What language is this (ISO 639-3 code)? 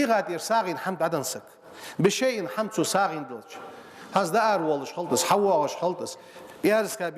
inh